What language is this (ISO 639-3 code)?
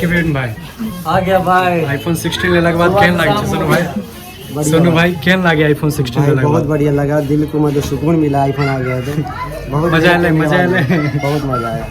mai